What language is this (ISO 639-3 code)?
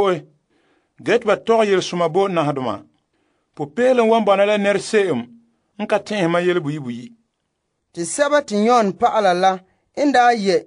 gur